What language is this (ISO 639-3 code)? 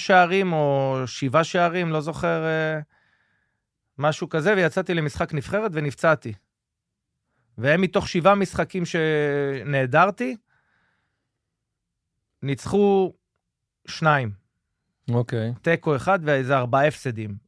heb